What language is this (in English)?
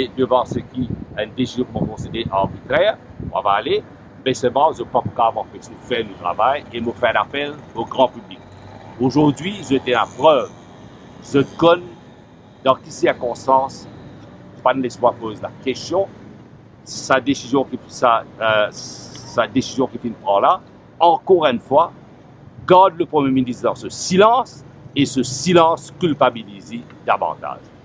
Morisyen